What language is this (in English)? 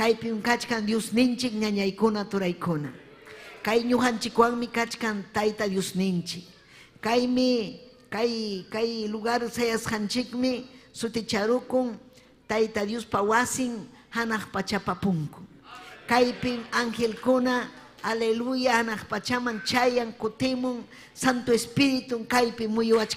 Ayacucho Quechua